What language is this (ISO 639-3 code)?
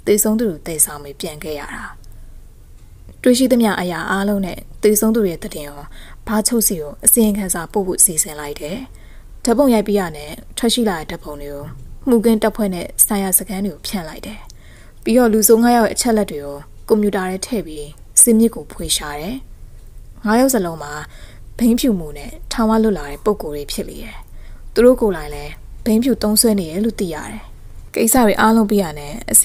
mya